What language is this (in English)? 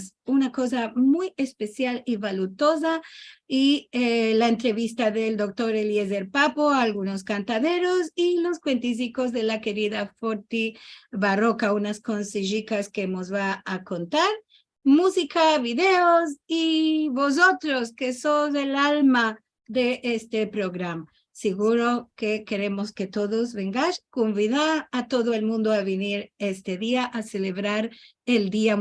Ladino